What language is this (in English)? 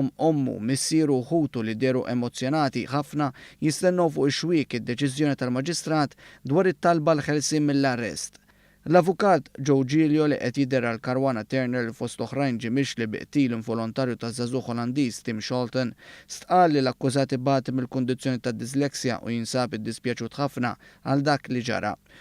Maltese